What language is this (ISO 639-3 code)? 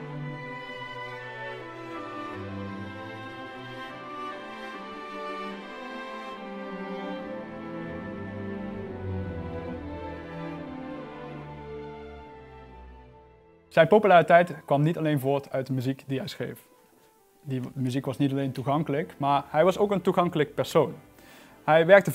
nld